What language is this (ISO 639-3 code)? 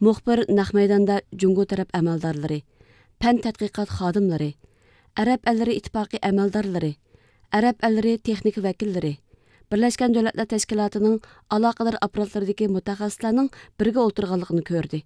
uig